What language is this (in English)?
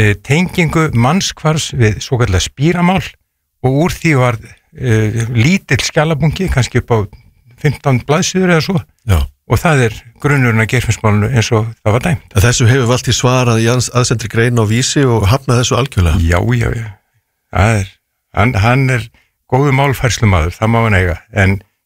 Icelandic